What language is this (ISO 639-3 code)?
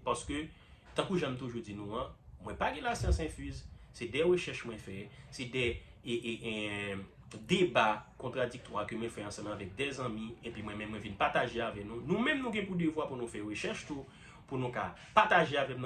hat